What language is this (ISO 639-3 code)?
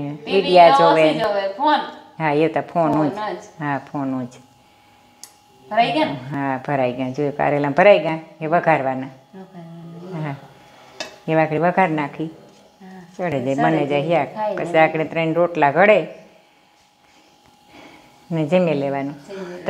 guj